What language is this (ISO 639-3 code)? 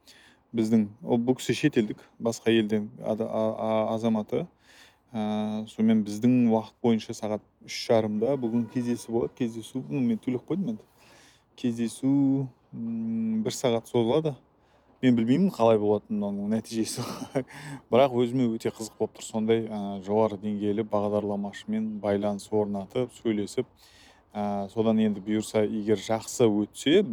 kaz